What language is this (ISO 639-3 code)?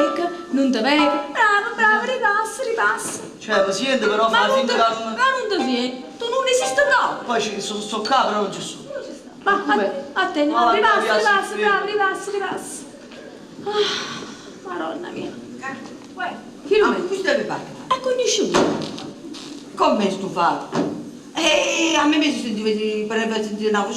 nap